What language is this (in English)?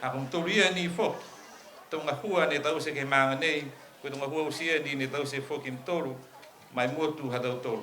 Niuean